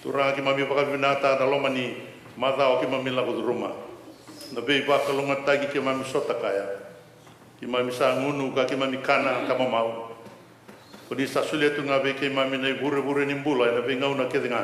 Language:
Fijian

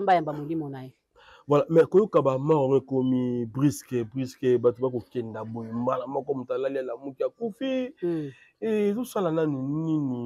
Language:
Lingala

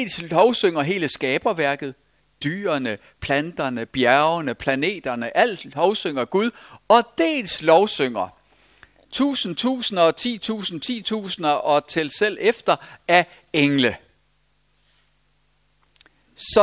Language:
Danish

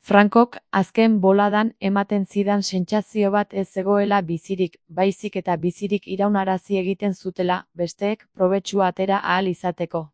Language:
Basque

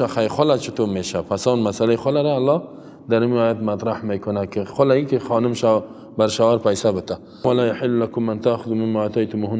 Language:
Persian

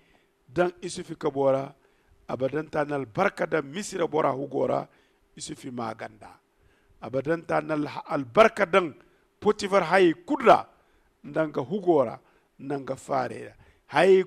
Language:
Zarma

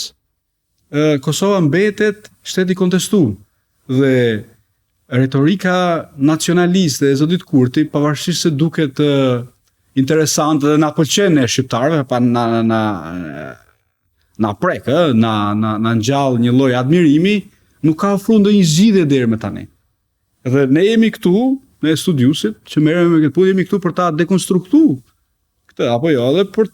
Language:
Albanian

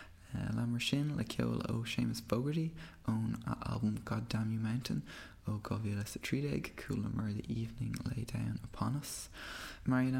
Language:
Irish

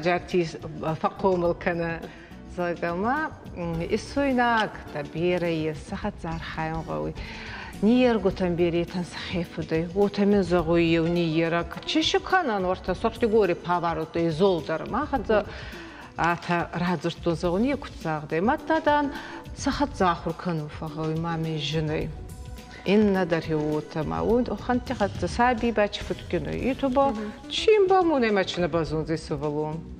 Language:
Ossetic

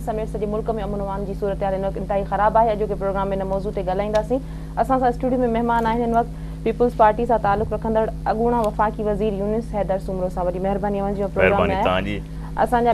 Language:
Sindhi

